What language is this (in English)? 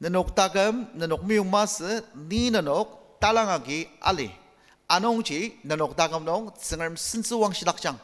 Ao Naga